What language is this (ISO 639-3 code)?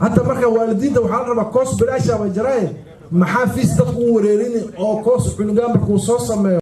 som